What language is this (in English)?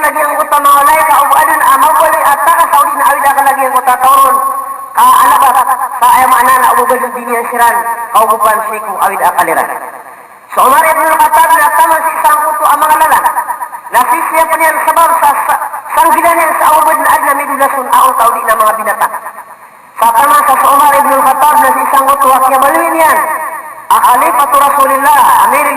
Maranao